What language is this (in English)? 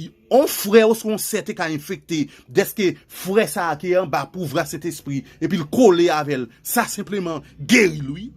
Haitian Creole